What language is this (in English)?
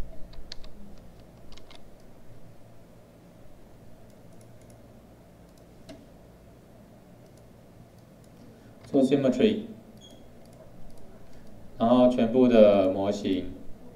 Chinese